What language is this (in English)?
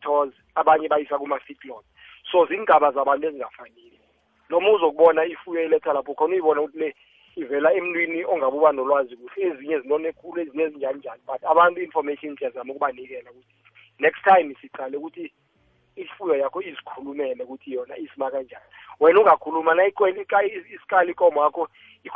South Ndebele